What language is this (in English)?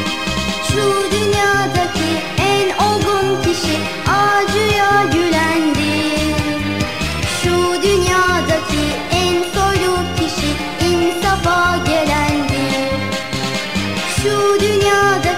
Turkish